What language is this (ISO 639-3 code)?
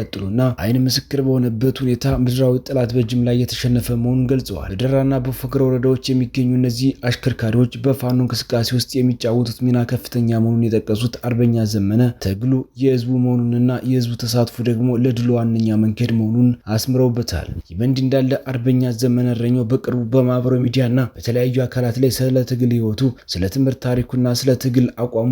amh